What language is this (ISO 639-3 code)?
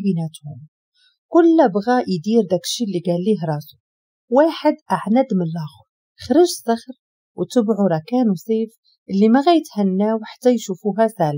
ary